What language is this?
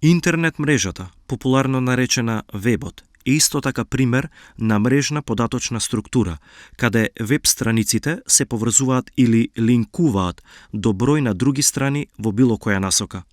Macedonian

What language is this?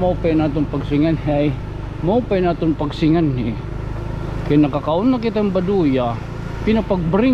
Waray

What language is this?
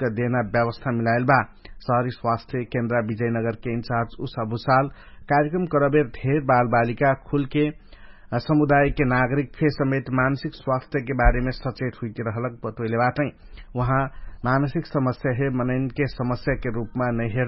Dangaura Tharu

